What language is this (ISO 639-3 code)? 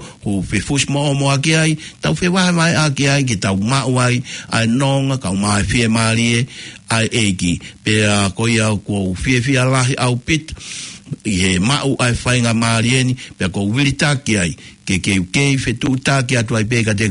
ton